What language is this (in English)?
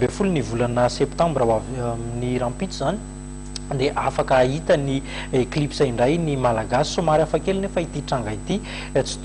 Malagasy